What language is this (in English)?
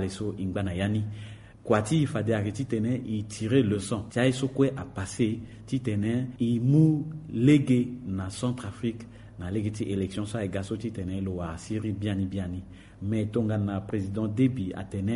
Sango